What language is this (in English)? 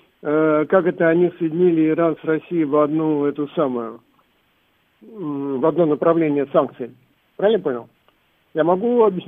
Russian